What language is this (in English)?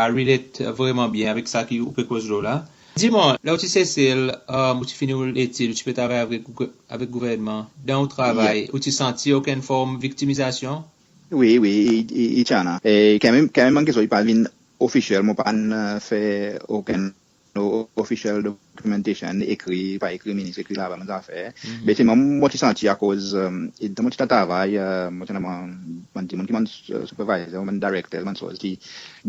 Seselwa Creole French